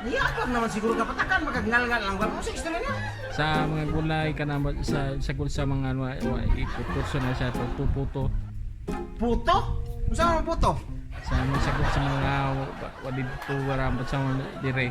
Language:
Cebuano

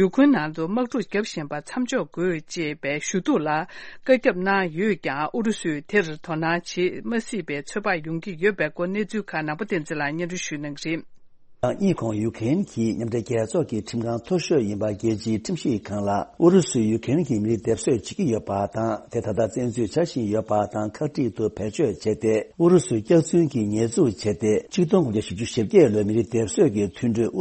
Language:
Tibetan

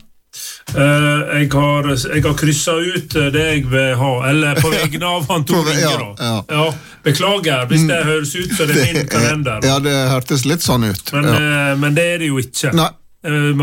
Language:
Norwegian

